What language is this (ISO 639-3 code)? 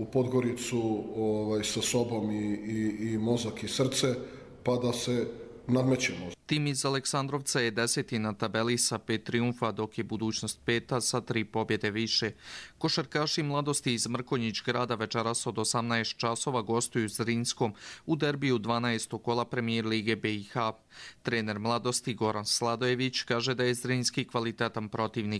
hrv